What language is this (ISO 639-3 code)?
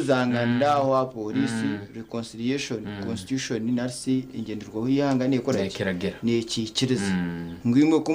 nyn